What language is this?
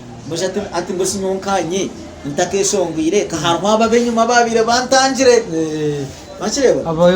Nyankole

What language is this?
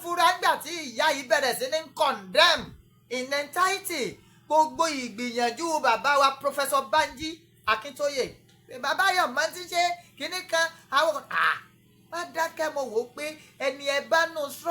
Yoruba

